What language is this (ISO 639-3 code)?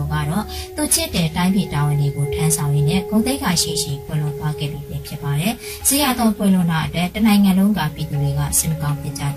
mya